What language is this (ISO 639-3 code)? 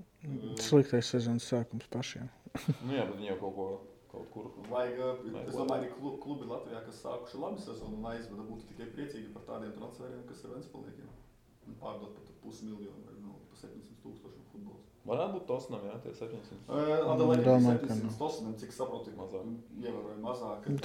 lav